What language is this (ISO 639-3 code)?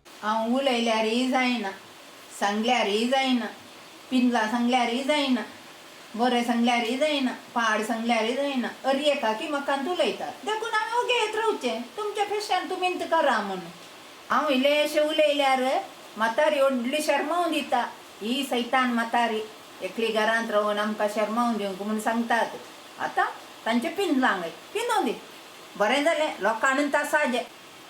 kok